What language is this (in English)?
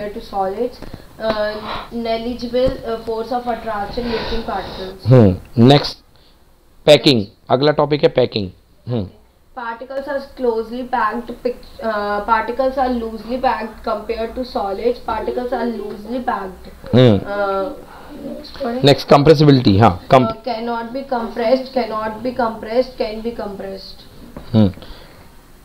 Hindi